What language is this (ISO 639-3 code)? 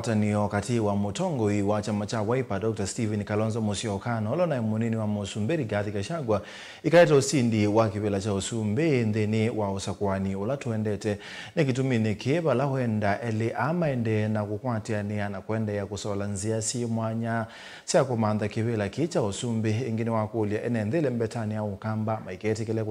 kam